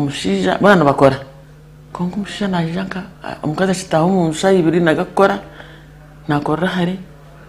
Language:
Nyankole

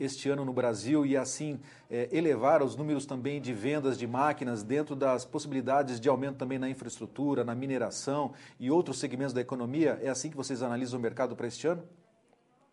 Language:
Portuguese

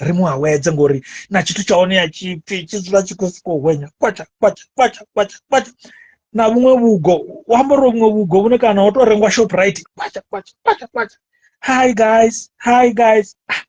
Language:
Venda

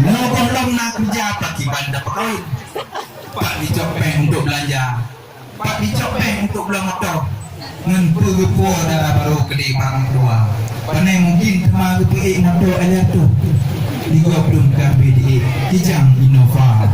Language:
Achinese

